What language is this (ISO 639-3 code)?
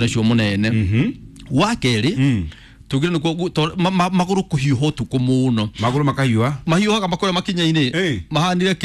kik